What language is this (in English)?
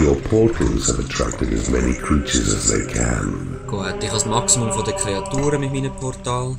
Swiss German